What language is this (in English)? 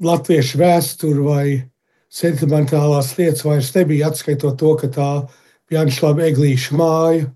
Latvian